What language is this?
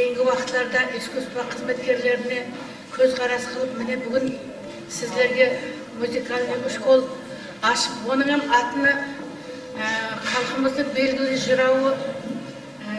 Kara-Kalpak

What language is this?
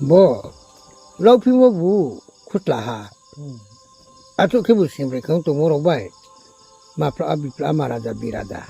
Riang (India)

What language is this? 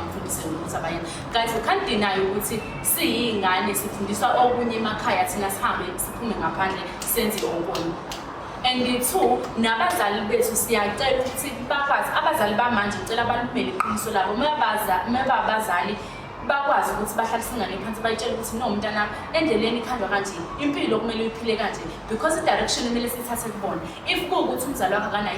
Zulu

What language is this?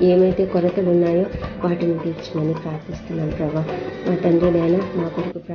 Telugu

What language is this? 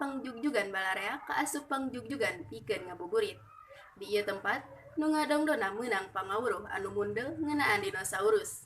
Sundanese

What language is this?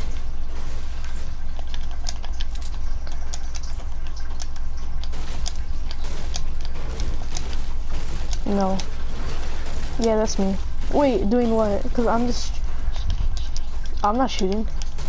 English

